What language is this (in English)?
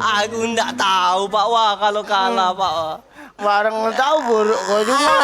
Musi